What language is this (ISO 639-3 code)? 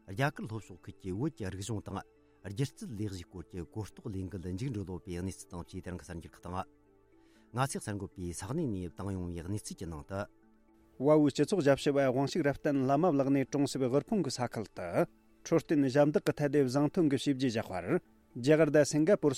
bod